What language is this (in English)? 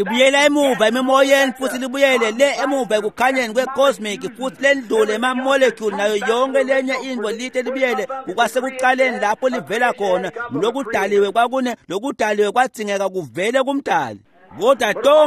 Swati